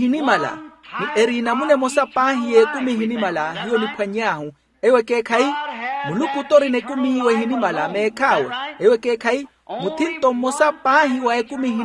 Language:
Makhuwa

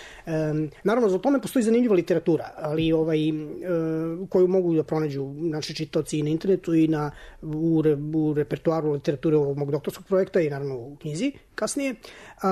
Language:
Serbian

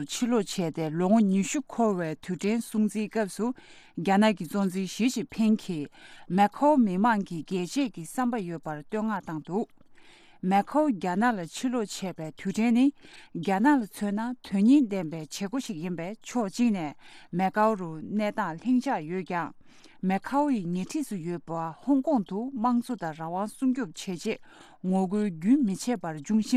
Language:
Tibetan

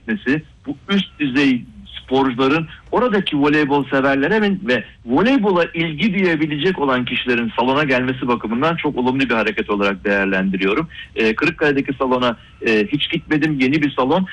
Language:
Turkish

